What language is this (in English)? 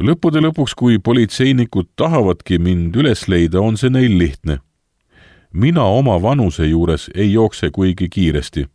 Estonian